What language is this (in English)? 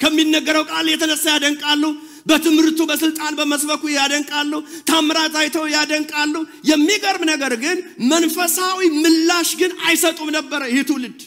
Amharic